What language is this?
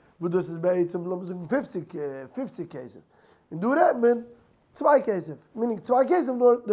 Yiddish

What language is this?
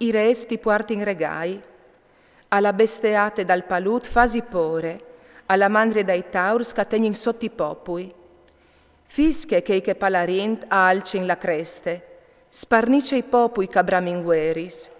Friulian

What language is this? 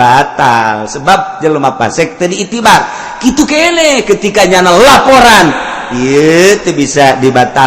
Sundanese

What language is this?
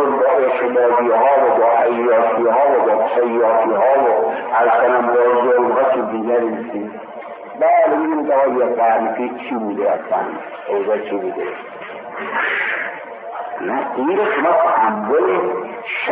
Persian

